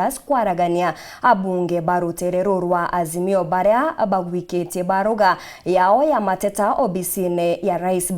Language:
Meru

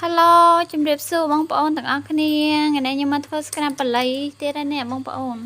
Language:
Khmer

